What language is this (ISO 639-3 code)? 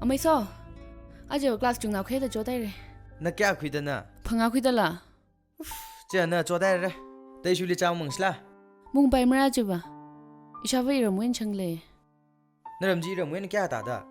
nmf